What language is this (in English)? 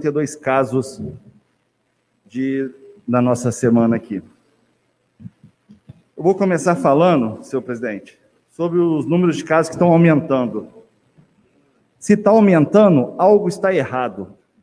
Portuguese